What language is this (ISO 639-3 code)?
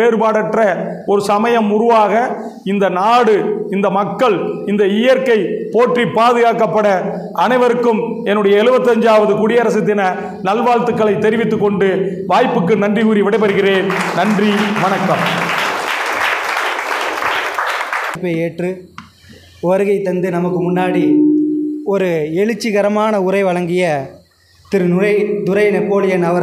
tam